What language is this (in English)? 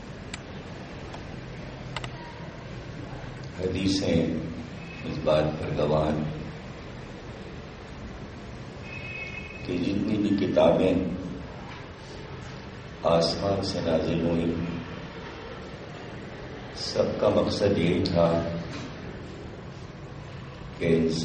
Urdu